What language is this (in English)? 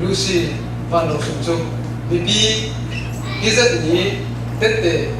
Falam Chin